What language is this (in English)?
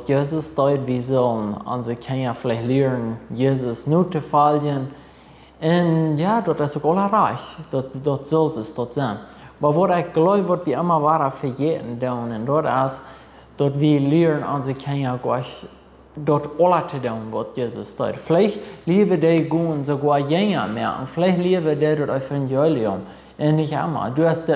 Plautdietsch